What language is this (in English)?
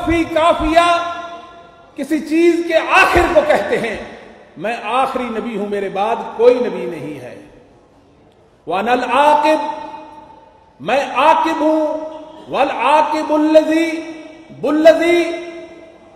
Urdu